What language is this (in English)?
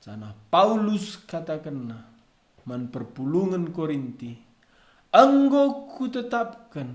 Batak Karo